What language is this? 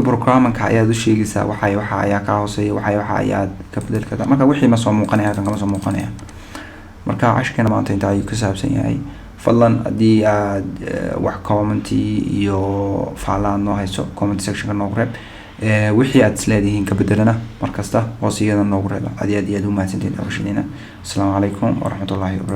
Somali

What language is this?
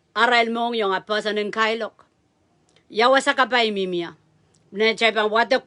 Pohnpeian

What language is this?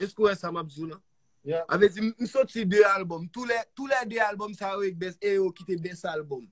Haitian Creole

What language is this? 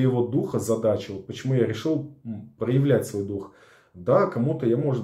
Russian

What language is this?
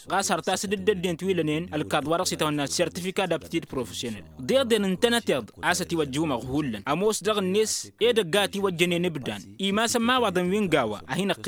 Tamasheq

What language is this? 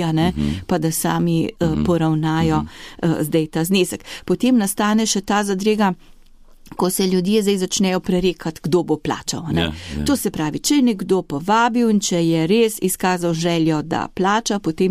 Slovenian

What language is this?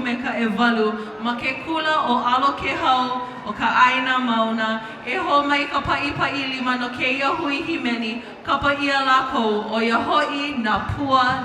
Hawaiian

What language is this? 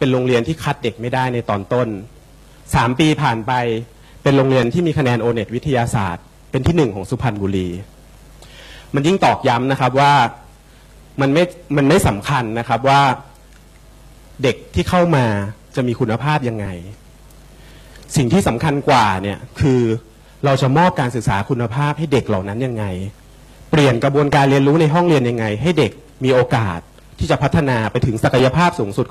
Thai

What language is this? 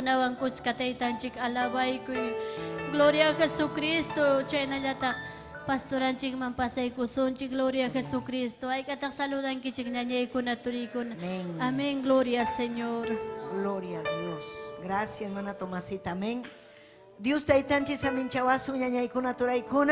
Ayacucho Quechua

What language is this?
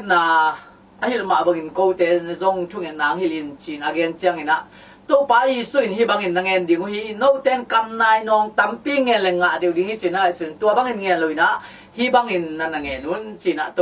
Tedim Chin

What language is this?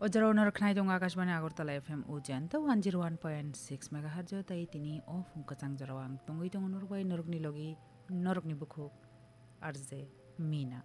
Kok Borok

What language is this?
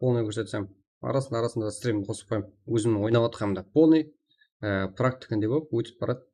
Kara-Kalpak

